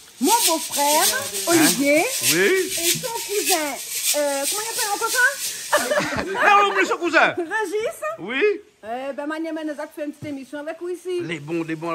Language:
Réunion Creole French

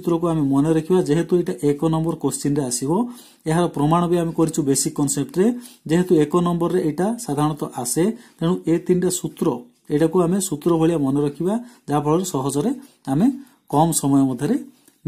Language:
Odia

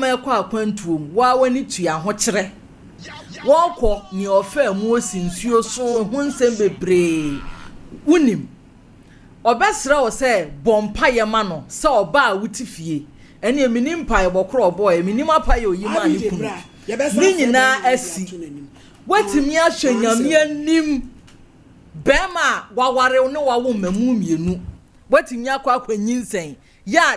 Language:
Akan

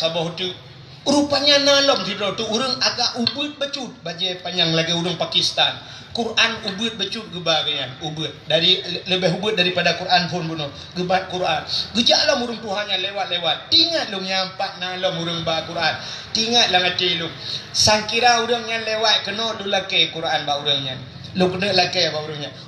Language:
Achinese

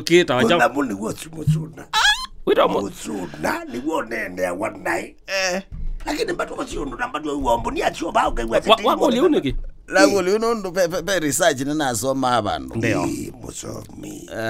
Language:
Kamba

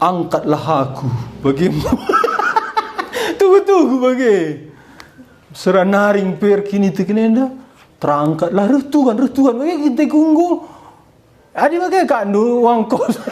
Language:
Batak Karo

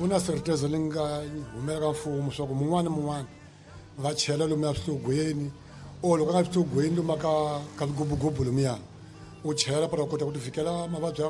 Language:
Tsonga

